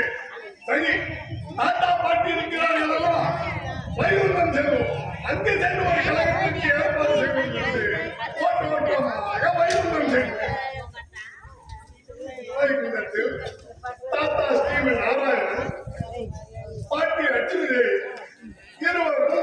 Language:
Tamil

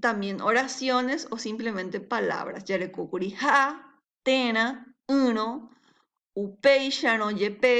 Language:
Guarani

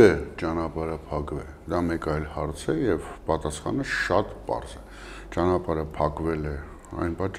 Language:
Armenian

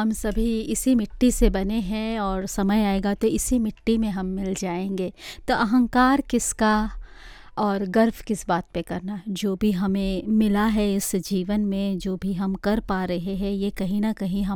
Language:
Hindi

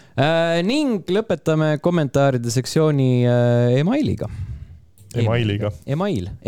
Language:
Estonian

